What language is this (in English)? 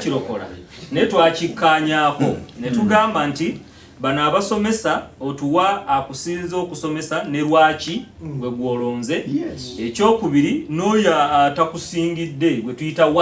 Ganda